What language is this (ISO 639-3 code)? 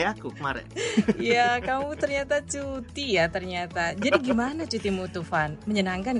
ind